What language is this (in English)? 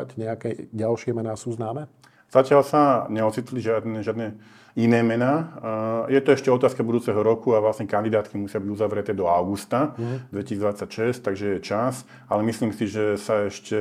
Slovak